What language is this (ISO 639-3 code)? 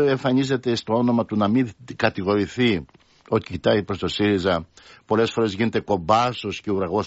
ell